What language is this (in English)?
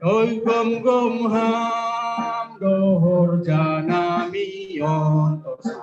Batak Simalungun